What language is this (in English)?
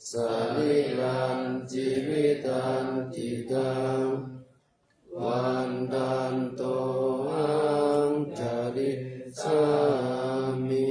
Pali